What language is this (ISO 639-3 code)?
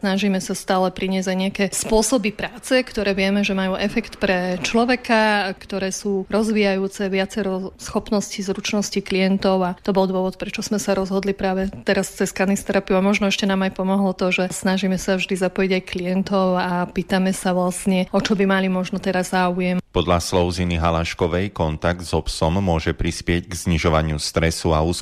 slk